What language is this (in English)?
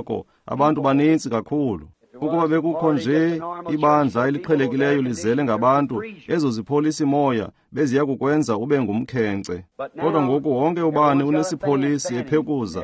Xhosa